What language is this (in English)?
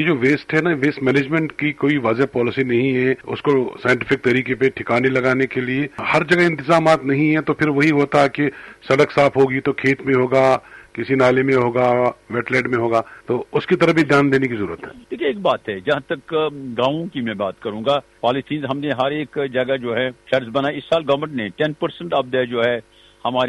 Urdu